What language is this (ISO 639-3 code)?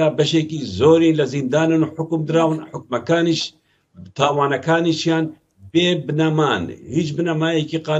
ckb